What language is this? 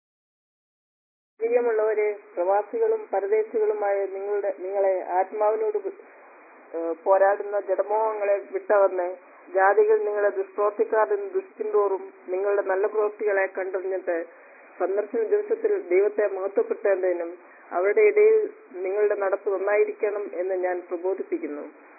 Malayalam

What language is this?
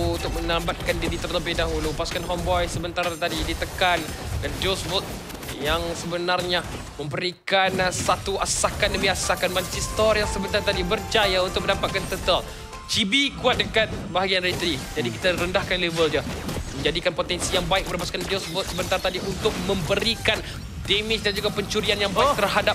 Malay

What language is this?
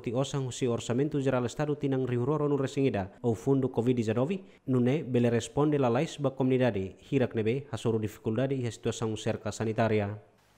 Tetum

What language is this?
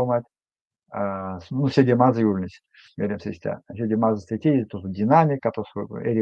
Erzya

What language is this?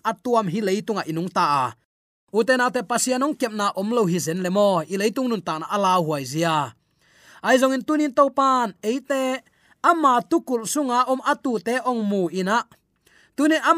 Tedim Chin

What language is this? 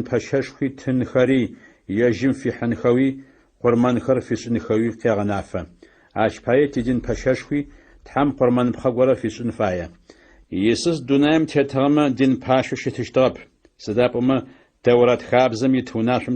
Adyghe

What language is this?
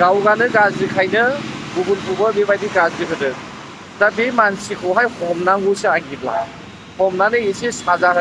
Bodo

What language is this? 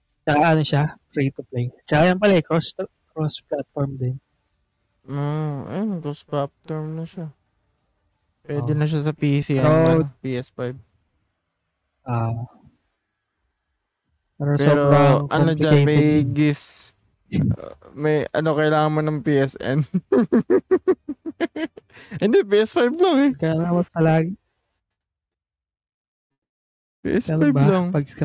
Filipino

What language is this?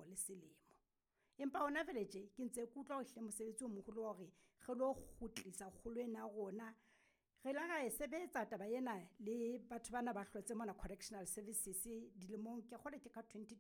Southern Sotho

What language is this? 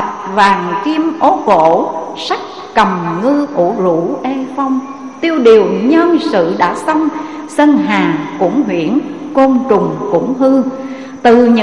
Vietnamese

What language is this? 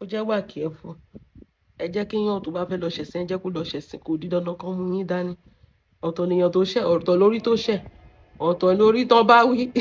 Yoruba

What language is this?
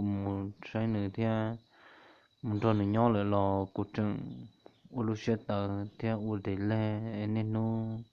Hmong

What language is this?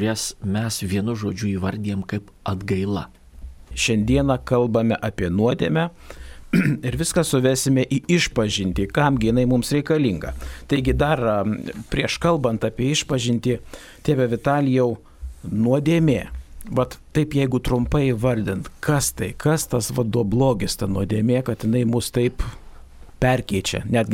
Lithuanian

